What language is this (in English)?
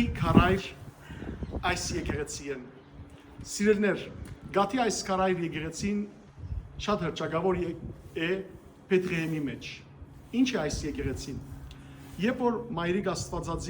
Western Armenian